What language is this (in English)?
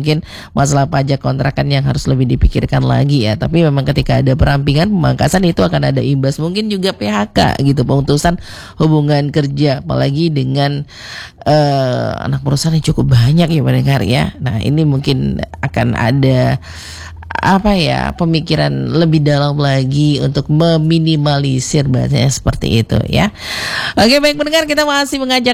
Indonesian